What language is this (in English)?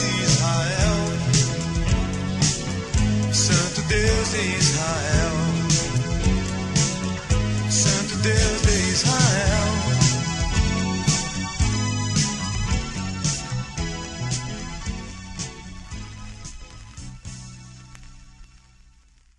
Portuguese